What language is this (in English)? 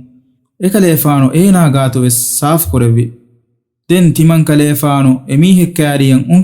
Divehi